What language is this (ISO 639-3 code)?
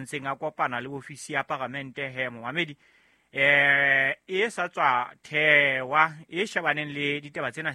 sot